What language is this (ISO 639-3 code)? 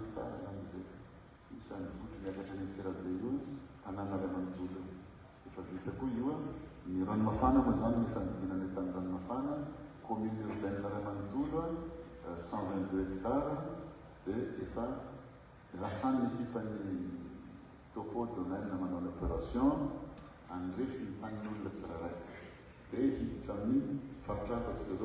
mlg